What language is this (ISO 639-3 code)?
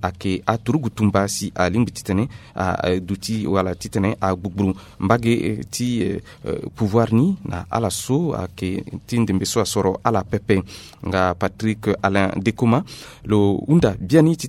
sag